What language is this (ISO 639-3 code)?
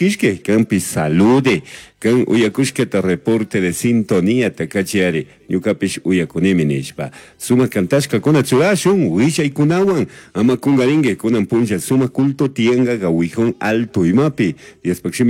qug